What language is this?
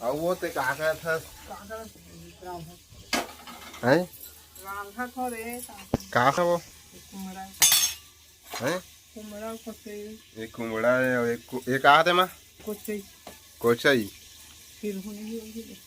Chhattisgarhi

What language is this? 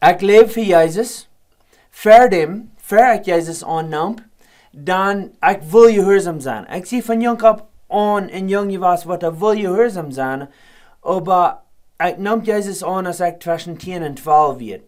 Plautdietsch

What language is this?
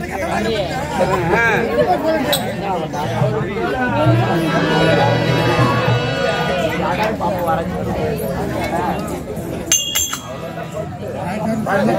Tamil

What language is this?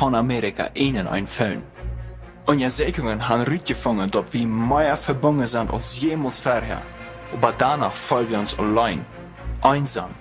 Plautdietsch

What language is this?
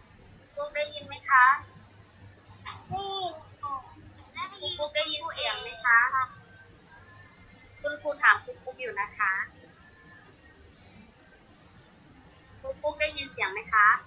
Thai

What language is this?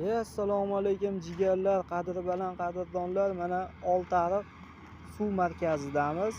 Uzbek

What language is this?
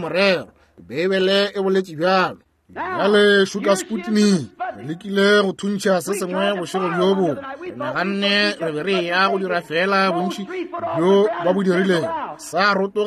Northern Sotho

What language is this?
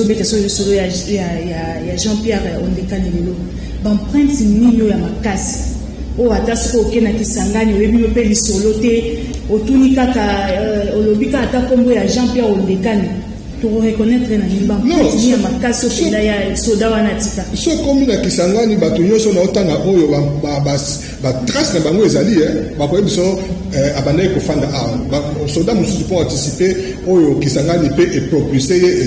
Lingala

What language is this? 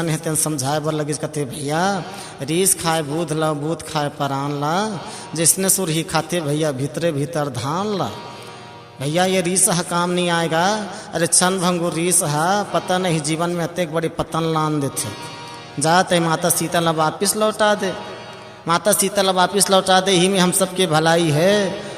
Chhattisgarhi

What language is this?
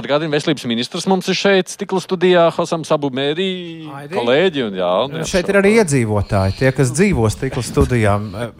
Latvian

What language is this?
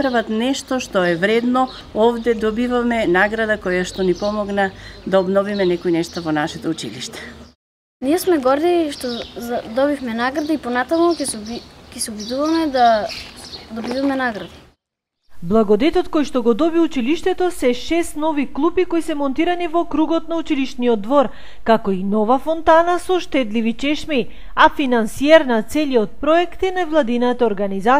Macedonian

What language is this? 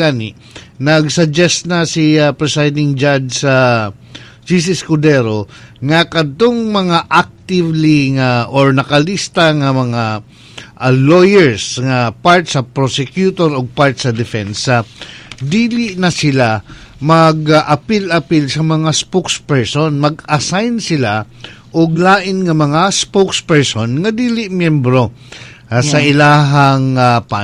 Cebuano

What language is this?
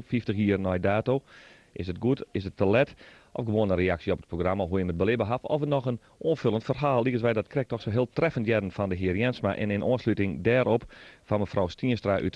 Western Frisian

